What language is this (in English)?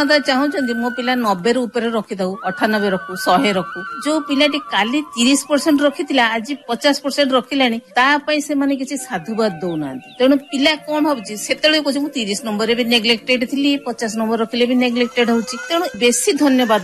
Odia